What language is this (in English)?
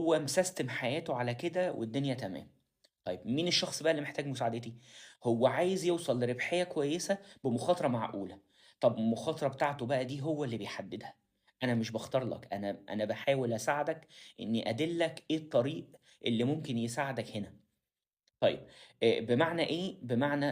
Egyptian Arabic